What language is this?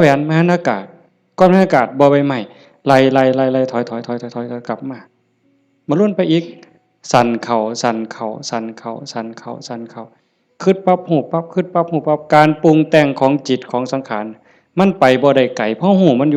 Northeastern Thai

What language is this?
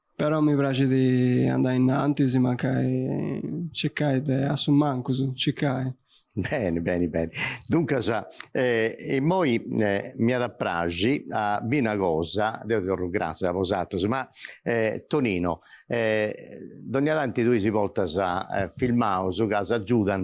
Sardinian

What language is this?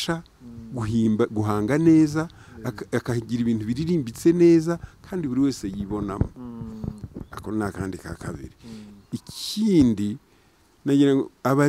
Kinyarwanda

